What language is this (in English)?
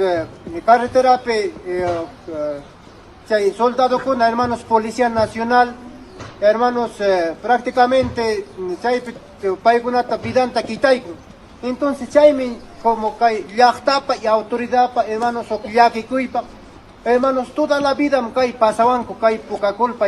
Ayacucho Quechua